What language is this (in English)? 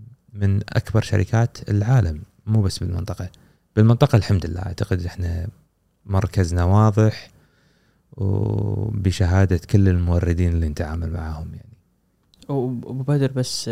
Gulf Arabic